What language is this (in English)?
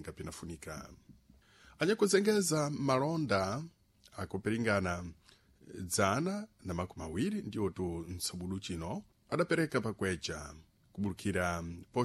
Sena